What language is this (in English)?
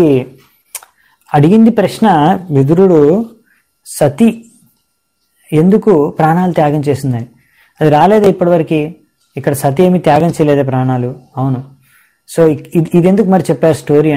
Telugu